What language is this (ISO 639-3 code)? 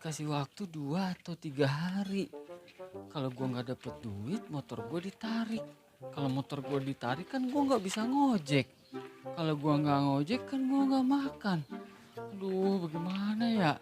bew